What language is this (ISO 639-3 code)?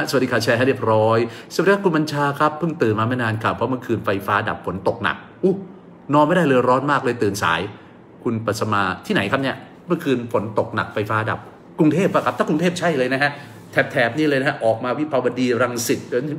tha